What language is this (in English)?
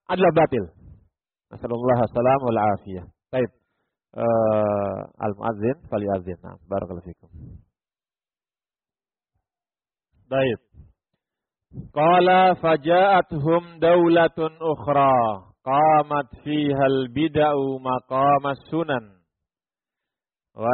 Indonesian